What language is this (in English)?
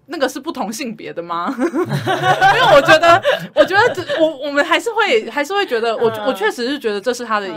Chinese